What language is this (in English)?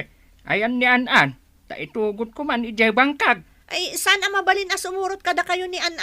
Iloko